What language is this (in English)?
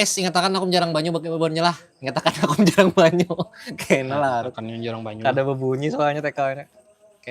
Banjar